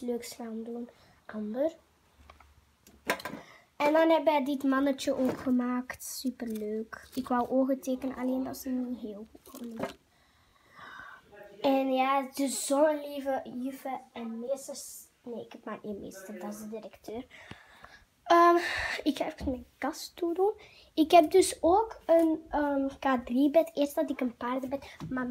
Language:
Dutch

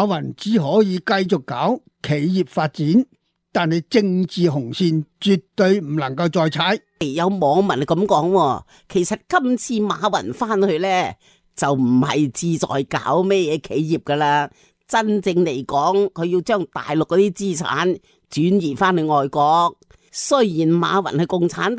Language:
Cantonese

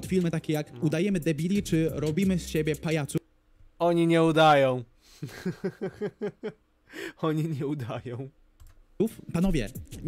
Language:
Polish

